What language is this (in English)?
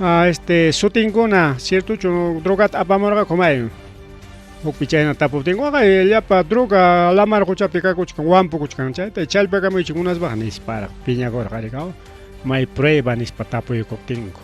Ayacucho Quechua